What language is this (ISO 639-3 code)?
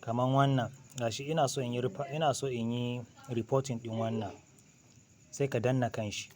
hau